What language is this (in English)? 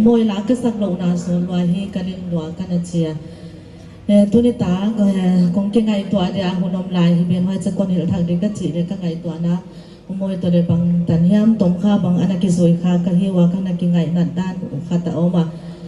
Paite Chin